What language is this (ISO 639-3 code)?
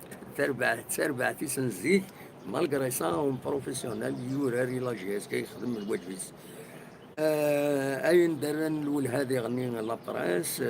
kab